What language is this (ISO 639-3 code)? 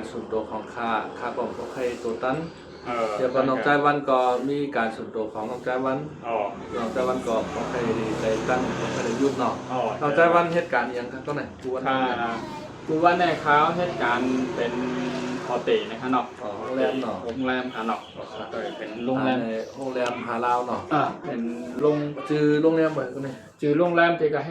shn